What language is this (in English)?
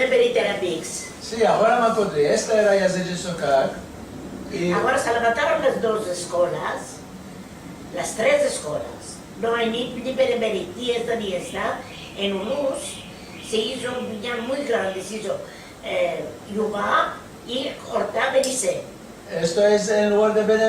Ladino